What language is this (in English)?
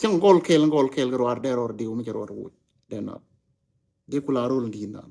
Nuer